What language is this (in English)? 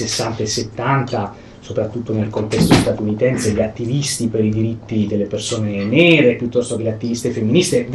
Italian